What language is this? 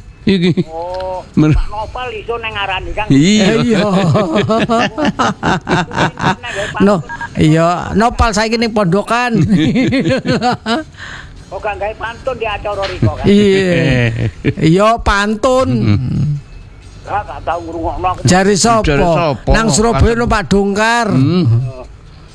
Indonesian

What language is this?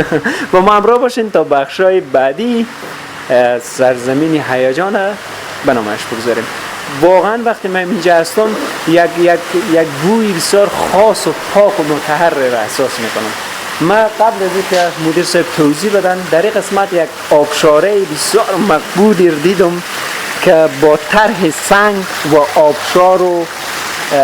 Persian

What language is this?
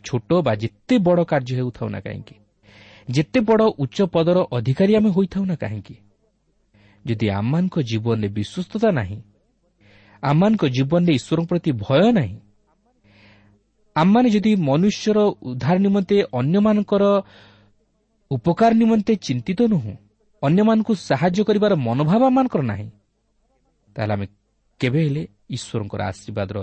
Odia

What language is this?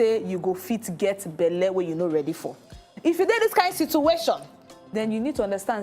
Nigerian Pidgin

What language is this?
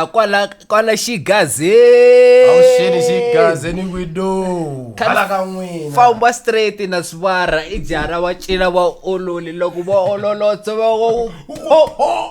Tsonga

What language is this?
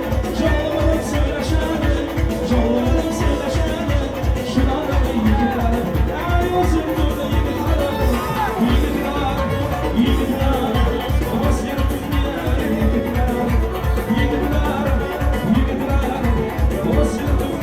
Turkmen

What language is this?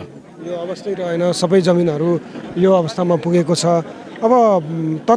Nepali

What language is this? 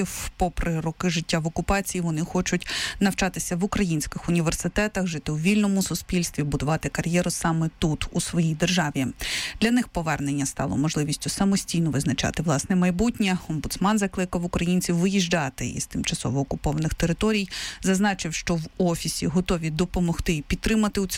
Ukrainian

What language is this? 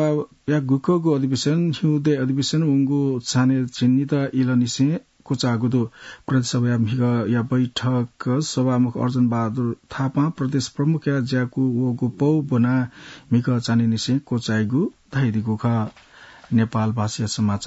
Newari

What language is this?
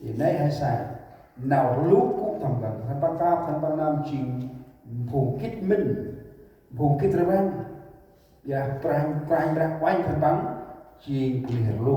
Central Mnong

